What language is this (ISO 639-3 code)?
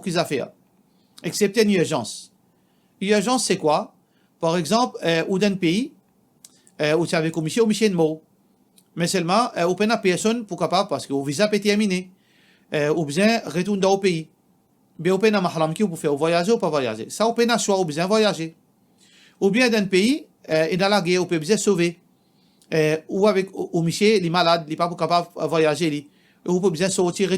mfe